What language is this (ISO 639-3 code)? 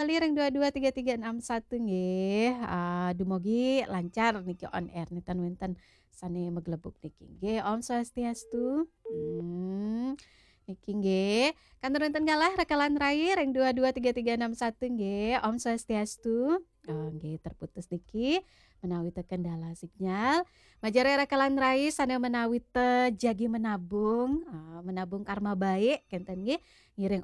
ban